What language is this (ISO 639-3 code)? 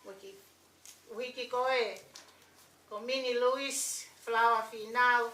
ton